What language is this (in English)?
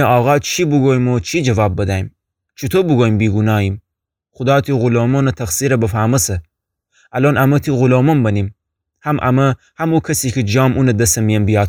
Gilaki